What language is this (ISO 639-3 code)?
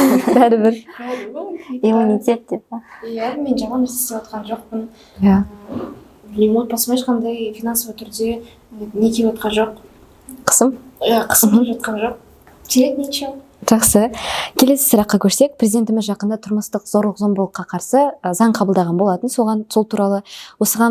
kaz